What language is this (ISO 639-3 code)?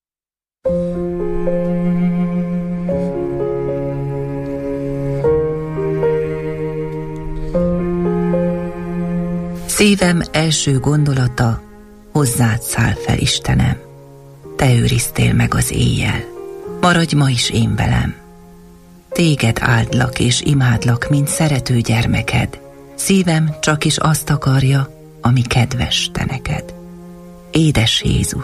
hun